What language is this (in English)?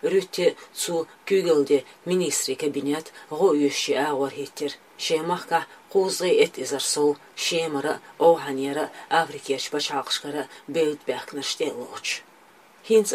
Chechen